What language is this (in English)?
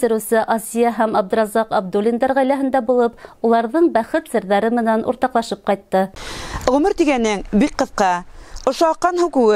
Bashkir